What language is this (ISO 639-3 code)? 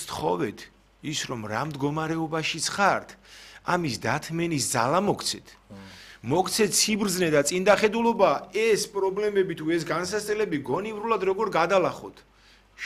kat